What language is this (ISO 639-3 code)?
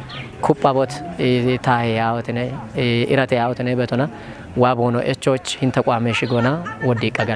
kbr